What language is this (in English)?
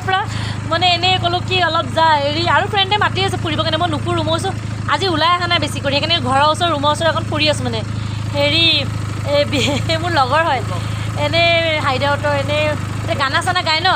Assamese